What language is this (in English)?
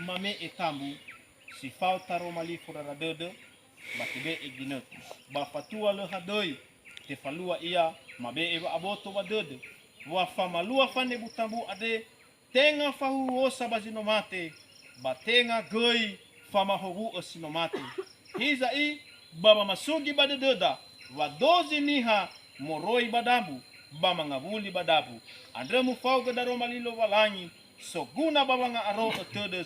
Nias